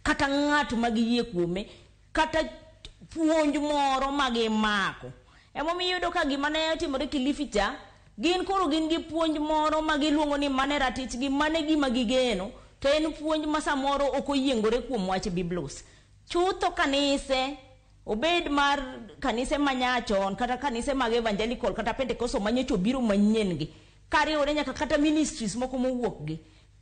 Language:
Luo (Kenya and Tanzania)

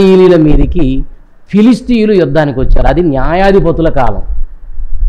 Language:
Telugu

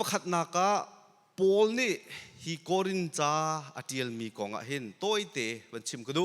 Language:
Hakha Chin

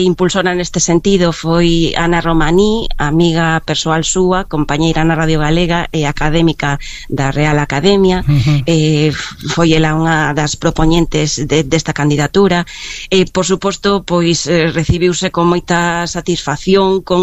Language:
Galician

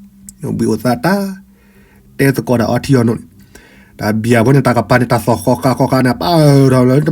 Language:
S'gaw Karen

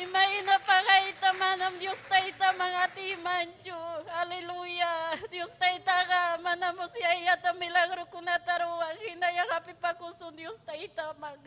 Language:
Ayacucho Quechua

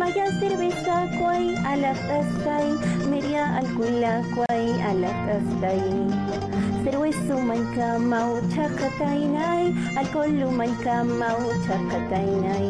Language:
Aymara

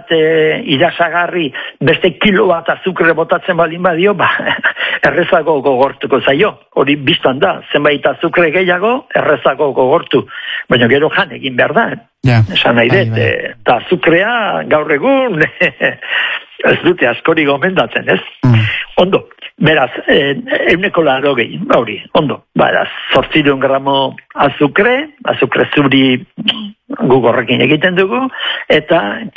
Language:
Basque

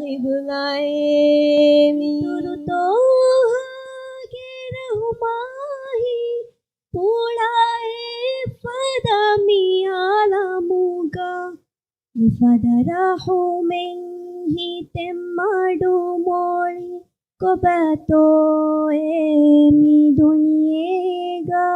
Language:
Divehi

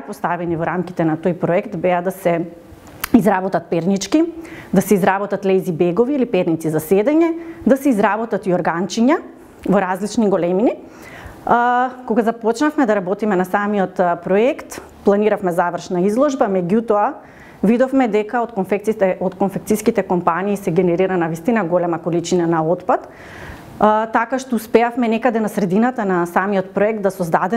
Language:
Macedonian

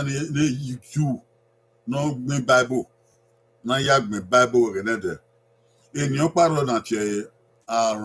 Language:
Bini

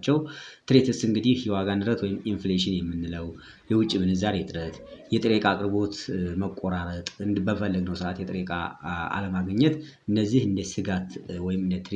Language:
Amharic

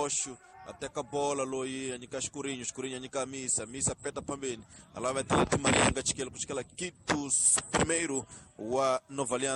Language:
Tsonga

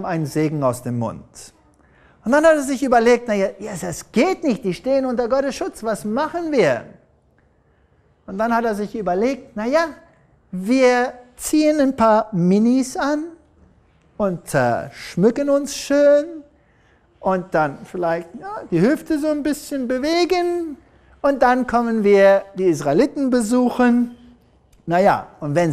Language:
German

